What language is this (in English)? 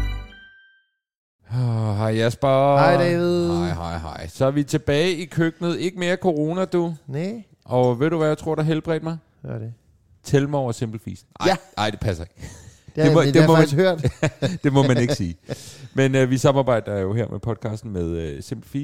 Danish